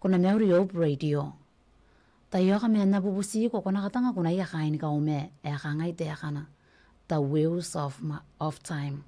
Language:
Gilbertese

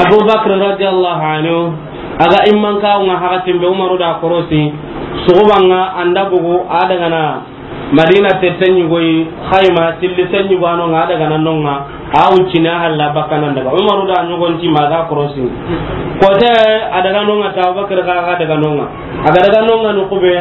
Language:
Soninke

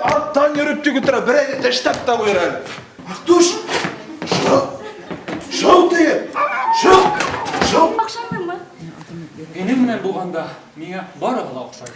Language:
Bashkir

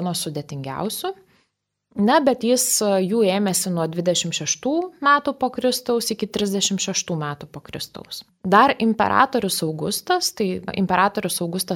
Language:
Lithuanian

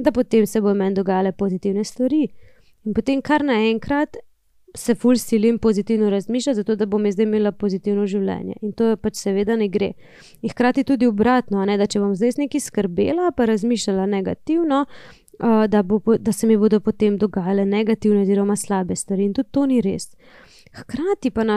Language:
Slovenian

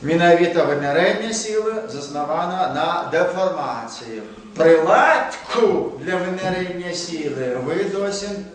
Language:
Belarusian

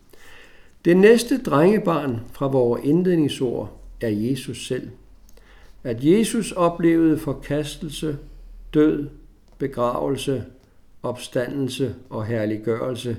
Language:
Danish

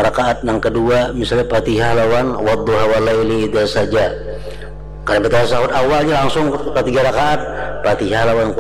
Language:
Banjar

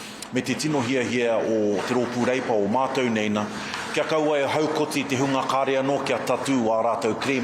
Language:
Māori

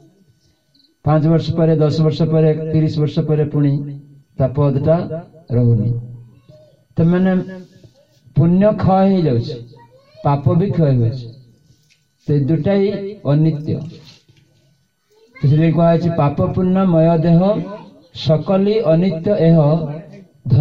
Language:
Odia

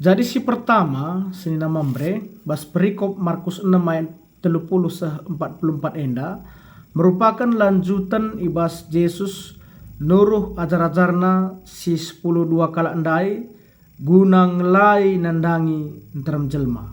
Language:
Batak Karo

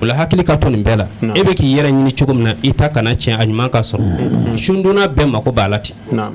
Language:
Bambara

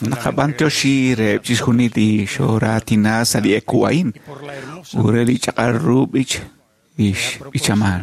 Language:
Kekchí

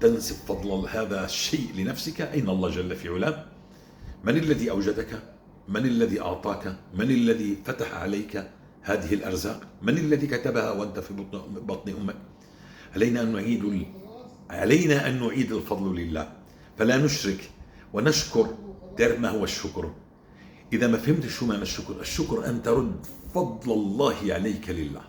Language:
North Levantine Arabic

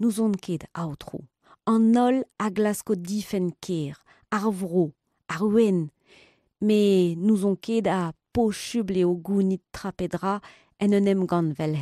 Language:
Breton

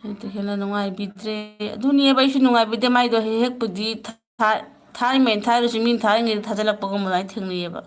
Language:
Manipuri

